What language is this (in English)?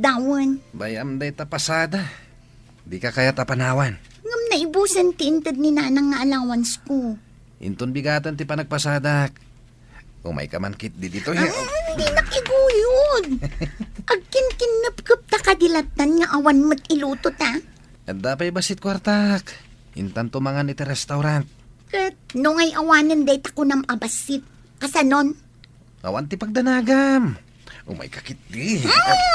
Iloko